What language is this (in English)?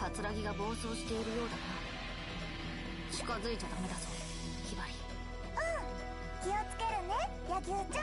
Japanese